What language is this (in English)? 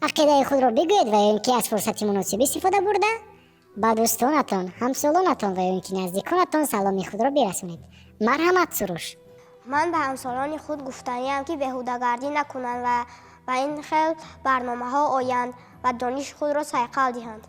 Tajik